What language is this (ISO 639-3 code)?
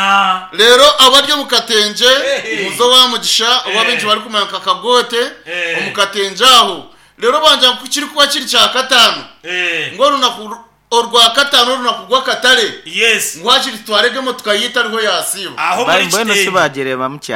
nyn